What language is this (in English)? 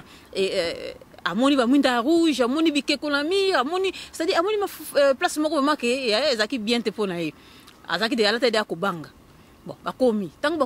Lingala